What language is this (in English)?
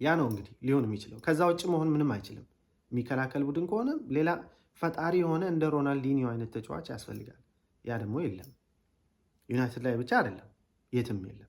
Amharic